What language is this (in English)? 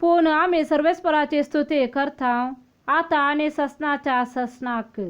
Konkani